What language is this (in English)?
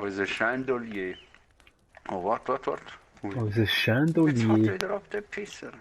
Swiss German